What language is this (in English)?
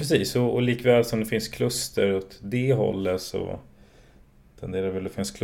Swedish